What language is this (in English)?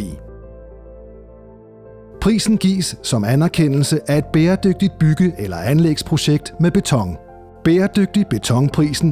Danish